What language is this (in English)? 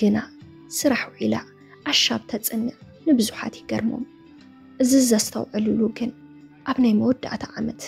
Tigrinya